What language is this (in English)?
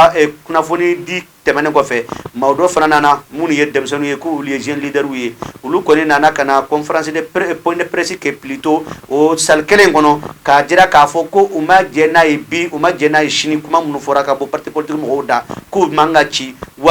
Bambara